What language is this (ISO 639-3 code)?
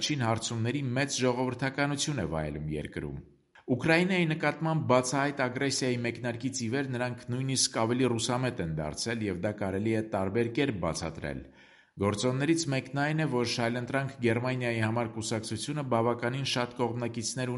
hye